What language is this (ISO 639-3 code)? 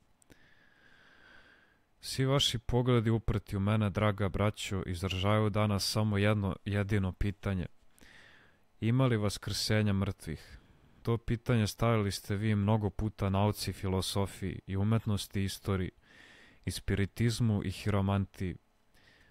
srp